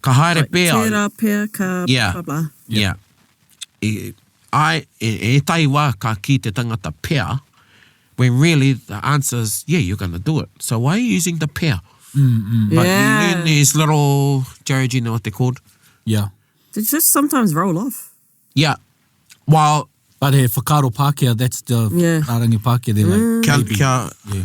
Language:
Māori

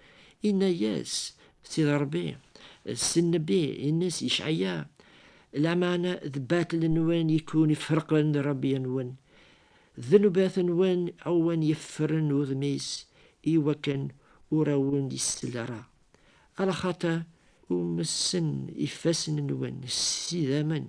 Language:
Kabyle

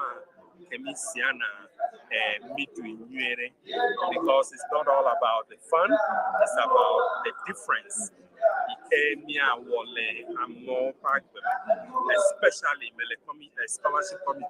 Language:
Ewe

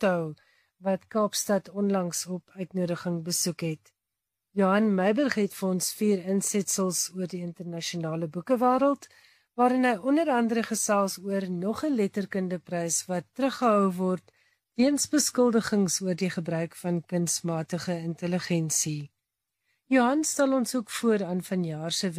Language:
Afrikaans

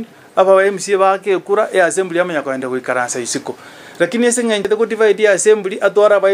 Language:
Gusii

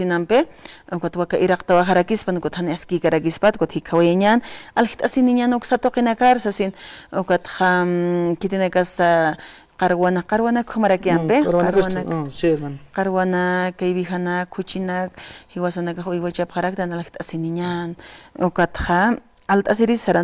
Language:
Aymara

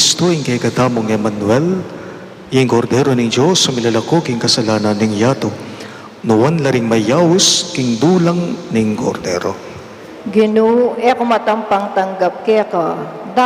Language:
Pampanga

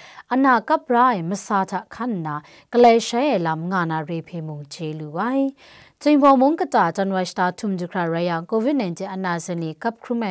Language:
Kachin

